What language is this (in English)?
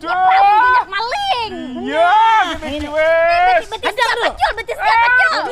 Banjar